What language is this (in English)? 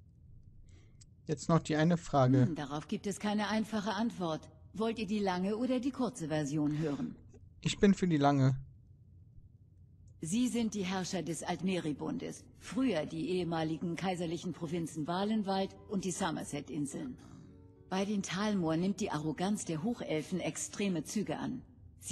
German